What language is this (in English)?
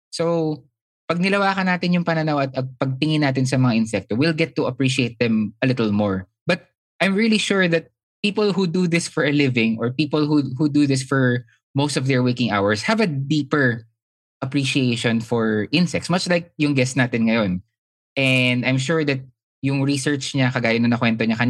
Filipino